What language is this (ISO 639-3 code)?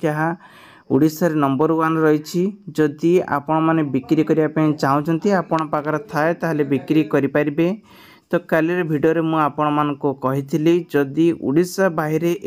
ori